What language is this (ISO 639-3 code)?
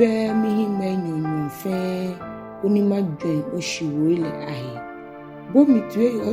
gaa